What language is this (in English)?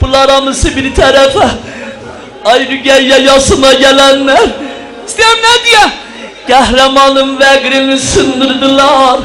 South Azerbaijani